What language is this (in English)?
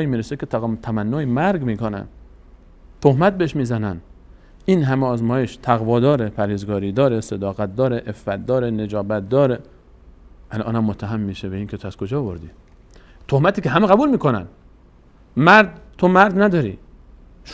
Persian